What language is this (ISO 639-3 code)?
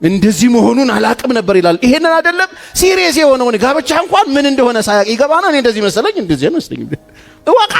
amh